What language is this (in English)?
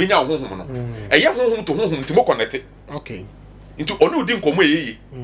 Akan